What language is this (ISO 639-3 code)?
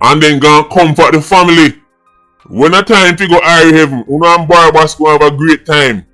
jam